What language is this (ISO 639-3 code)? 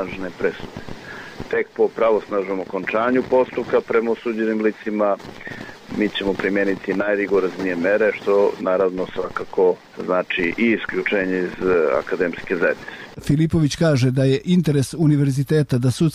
srp